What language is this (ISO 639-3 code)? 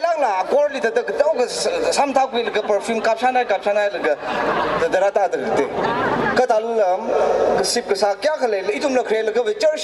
nmf